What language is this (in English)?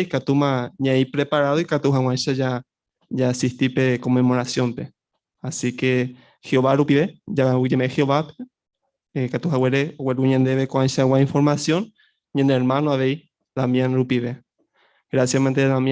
Guarani